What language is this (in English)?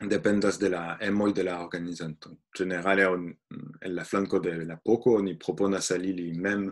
Esperanto